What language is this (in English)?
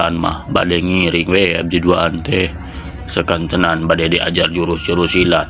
Sundanese